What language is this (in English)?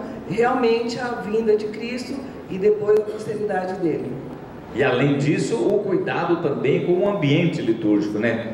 Portuguese